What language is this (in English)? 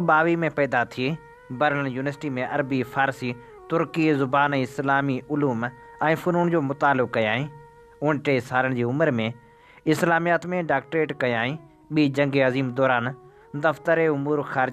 Sindhi